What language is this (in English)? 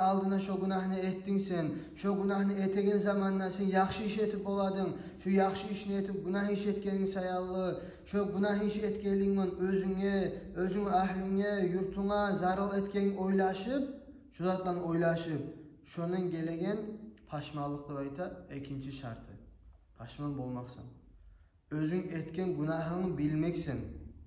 Kumyk